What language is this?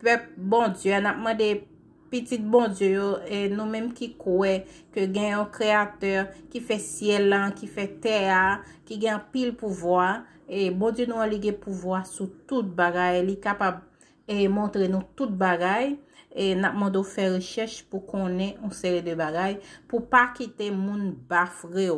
Haitian Creole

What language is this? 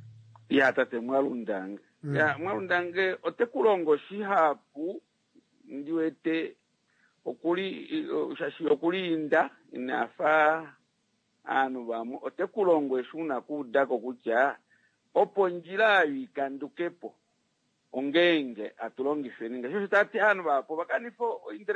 Kuanyama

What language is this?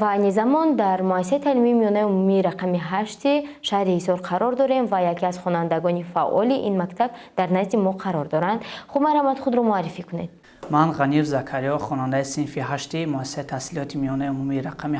Tajik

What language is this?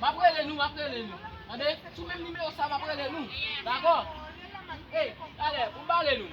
Haitian Creole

